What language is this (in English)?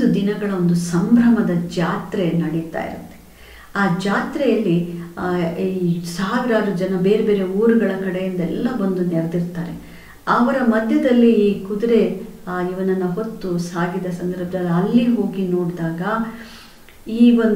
Kannada